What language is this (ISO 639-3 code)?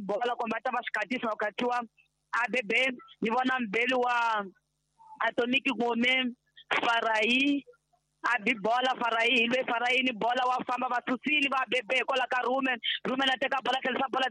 tso